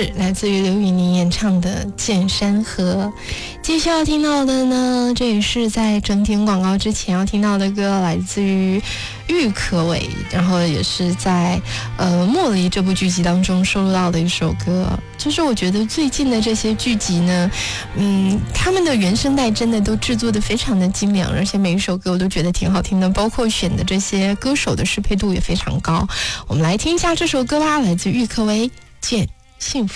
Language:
Chinese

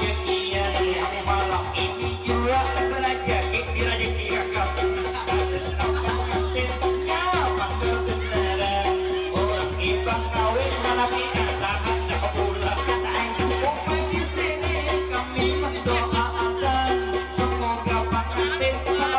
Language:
Banjar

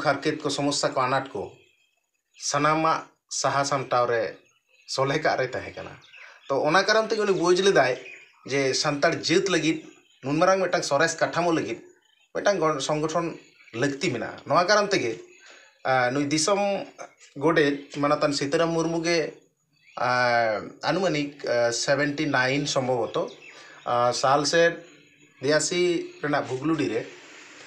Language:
Santali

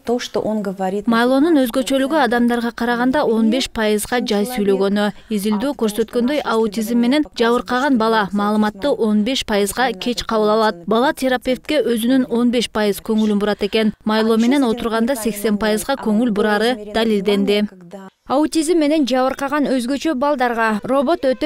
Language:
Kyrgyz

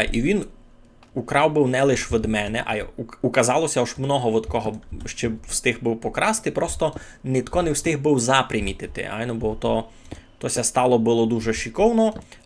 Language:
Rusyn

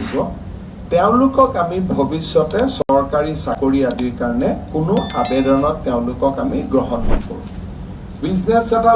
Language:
Assamese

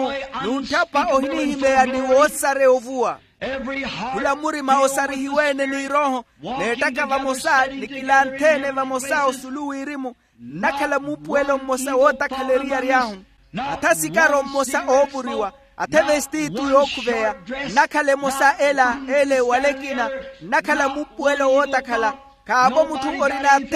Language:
Makhuwa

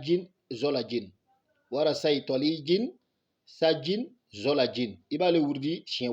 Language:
Bambara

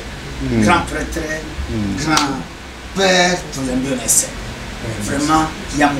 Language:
Lingala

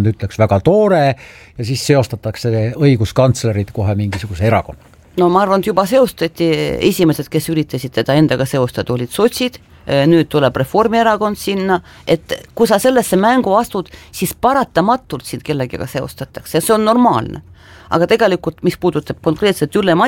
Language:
Estonian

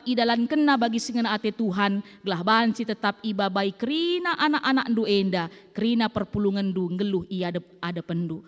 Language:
Batak Karo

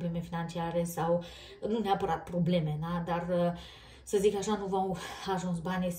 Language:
Romanian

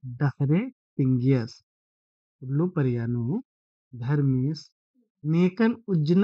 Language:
Kurukh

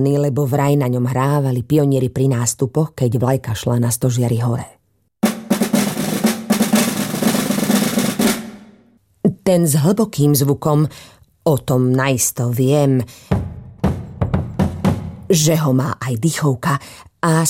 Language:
Slovak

